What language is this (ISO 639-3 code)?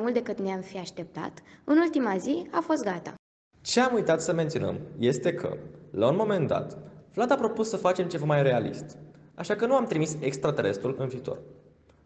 ron